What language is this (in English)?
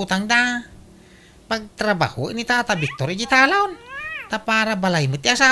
Iloko